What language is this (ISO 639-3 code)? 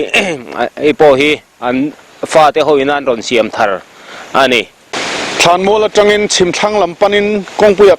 lus